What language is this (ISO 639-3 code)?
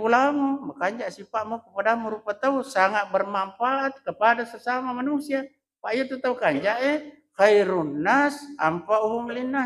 bug